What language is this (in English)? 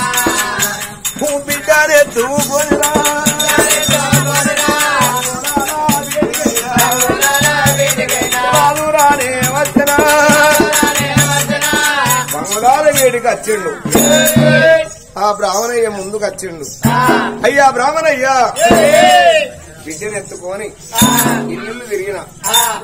Telugu